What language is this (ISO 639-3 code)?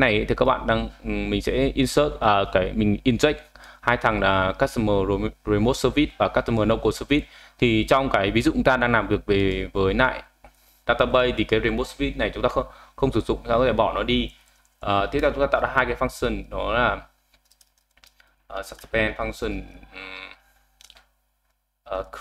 vie